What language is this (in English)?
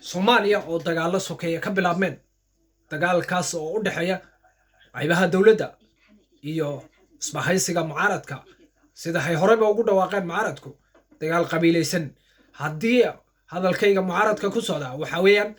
Somali